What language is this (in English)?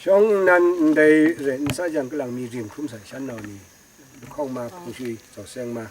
Kachin